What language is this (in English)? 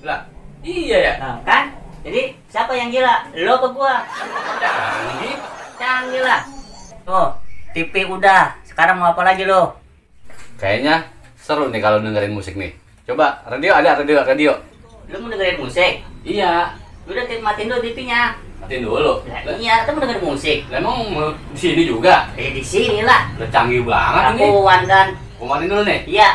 Betawi